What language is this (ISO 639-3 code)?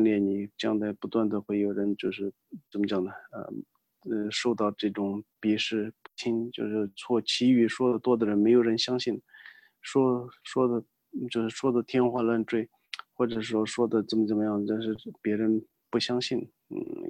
zho